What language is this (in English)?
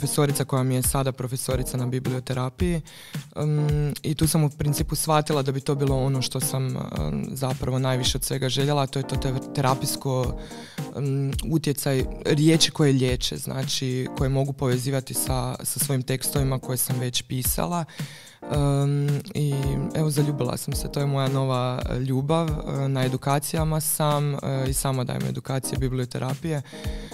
Croatian